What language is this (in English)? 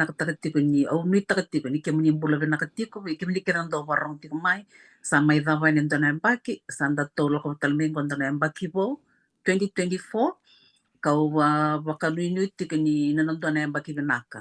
Fijian